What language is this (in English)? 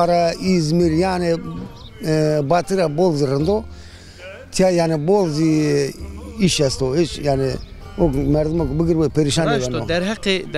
Zaza